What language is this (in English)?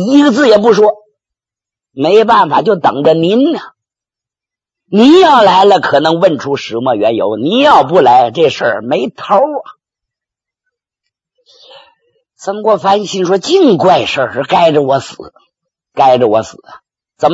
Chinese